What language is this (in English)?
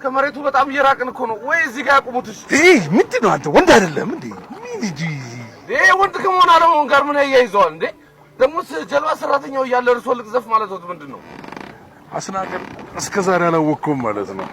Amharic